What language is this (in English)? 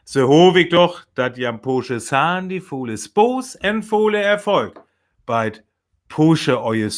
Northern Frisian